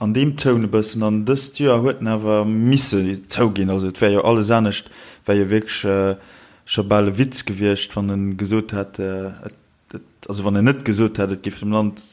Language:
Luxembourgish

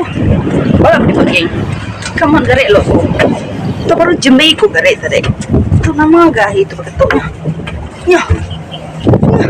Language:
Iban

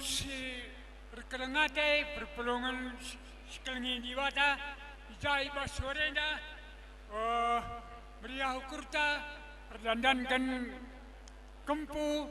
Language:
Batak Karo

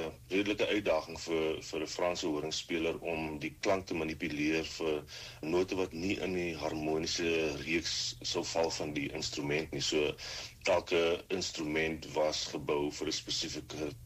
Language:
Afrikaans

